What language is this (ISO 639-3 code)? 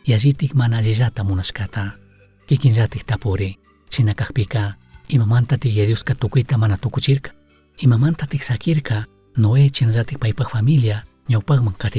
qug